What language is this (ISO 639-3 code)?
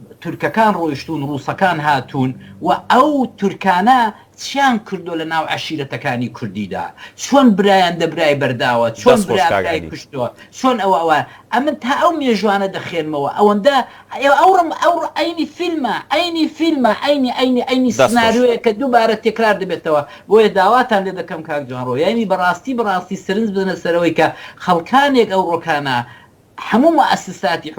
ckb